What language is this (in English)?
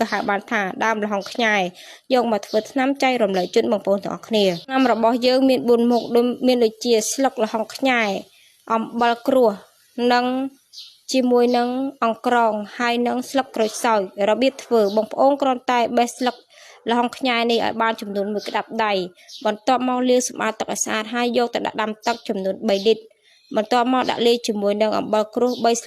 Khmer